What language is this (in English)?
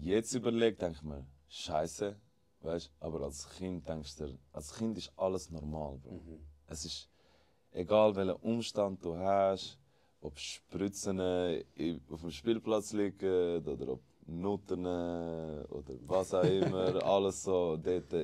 Swiss German